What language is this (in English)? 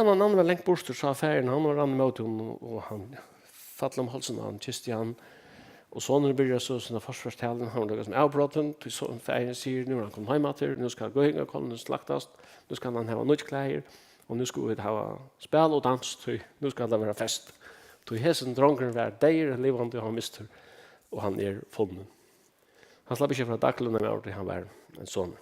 Faroese